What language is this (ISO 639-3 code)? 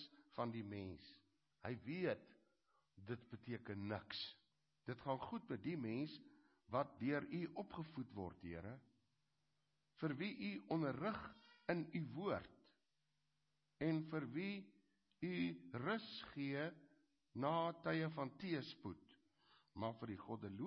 afr